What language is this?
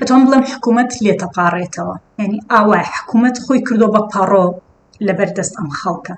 Central Kurdish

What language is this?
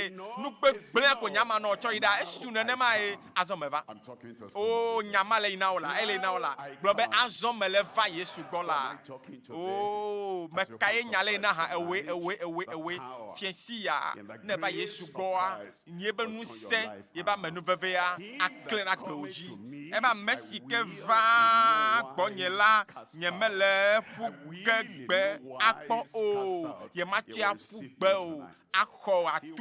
Ewe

